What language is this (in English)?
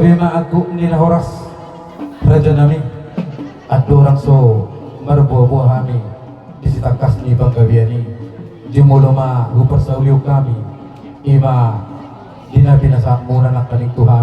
Batak Toba